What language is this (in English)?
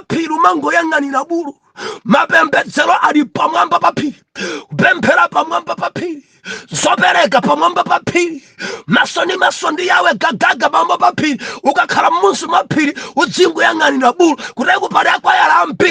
Nyanja